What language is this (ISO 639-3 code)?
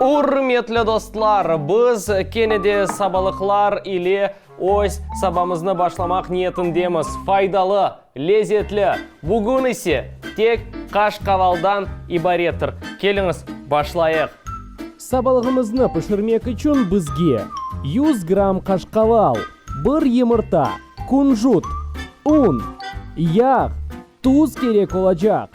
crh